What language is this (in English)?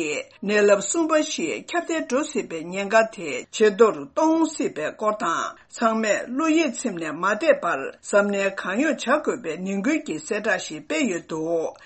Tibetan